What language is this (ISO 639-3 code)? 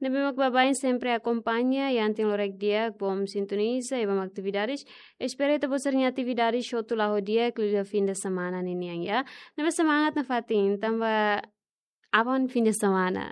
tet